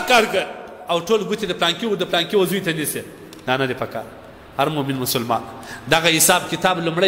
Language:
Pashto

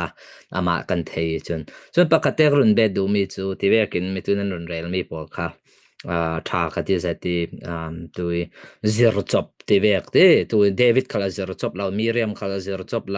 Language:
Falam Chin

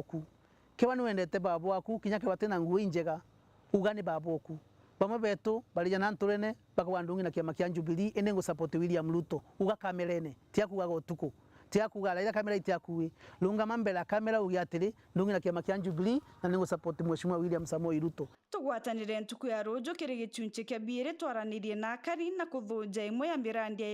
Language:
Meru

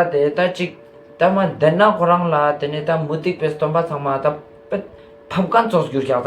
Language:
Ladakhi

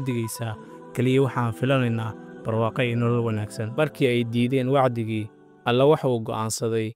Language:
Somali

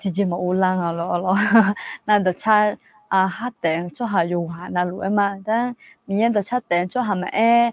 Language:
Akha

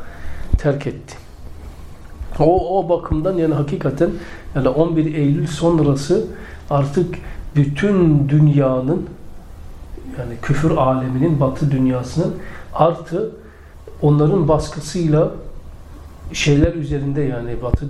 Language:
Turkish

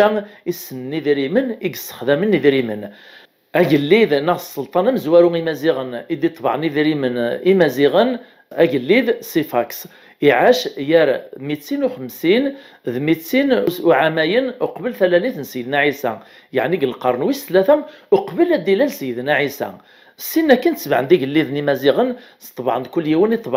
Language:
Kabyle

